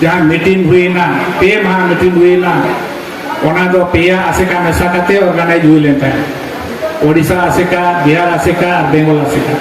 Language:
Santali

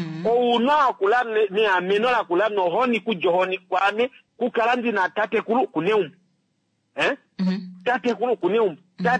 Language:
Kuanyama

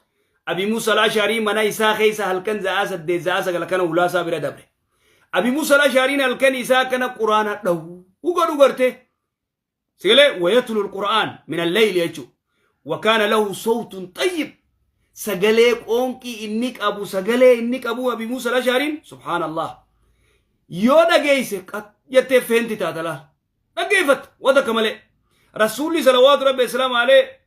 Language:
Oromo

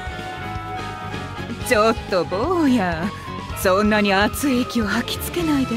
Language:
Japanese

